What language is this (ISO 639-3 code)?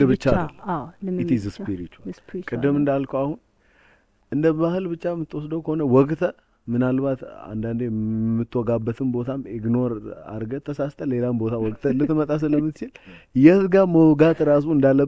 amh